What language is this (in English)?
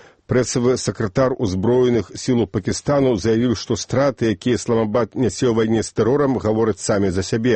Belarusian